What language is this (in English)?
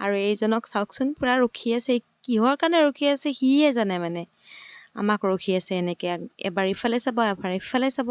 Assamese